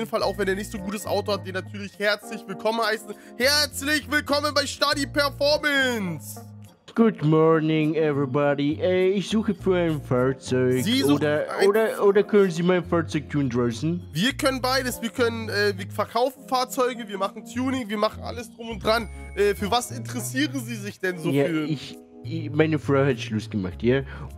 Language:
German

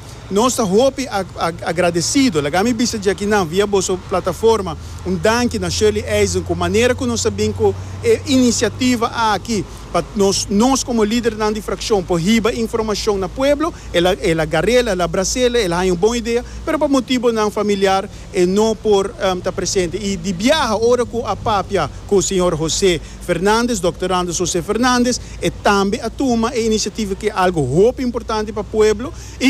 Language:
Papiamento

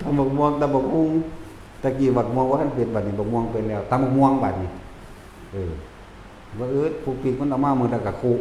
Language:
Northeastern Thai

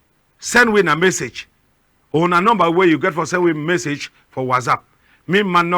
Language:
Cameroon Pidgin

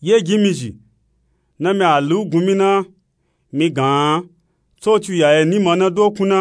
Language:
Nupe-Nupe-Tako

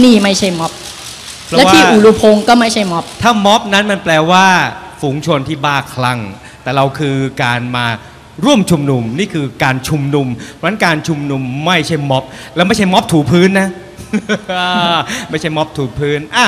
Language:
Thai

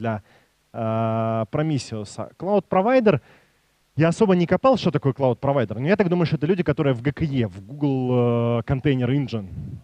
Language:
Russian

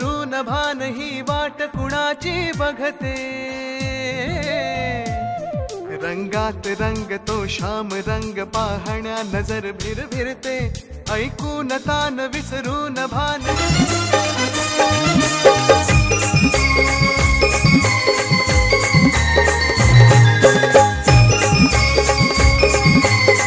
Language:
Marathi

